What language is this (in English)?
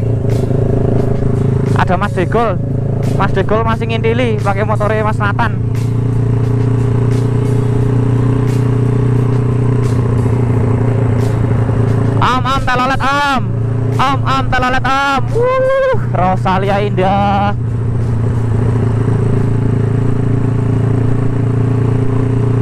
Indonesian